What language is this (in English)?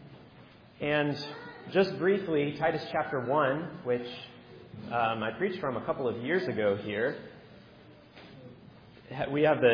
English